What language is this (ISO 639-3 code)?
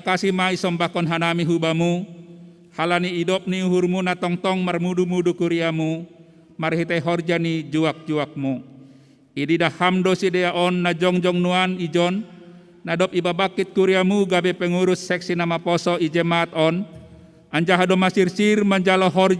bts